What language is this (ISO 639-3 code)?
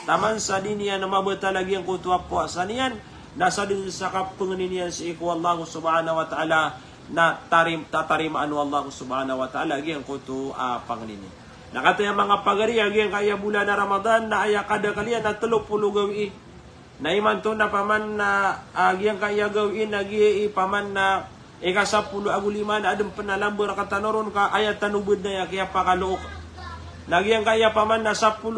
mrw